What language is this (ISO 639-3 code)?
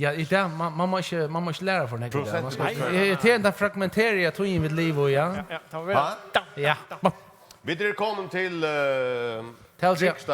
fao